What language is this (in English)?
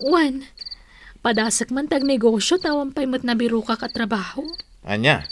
Iloko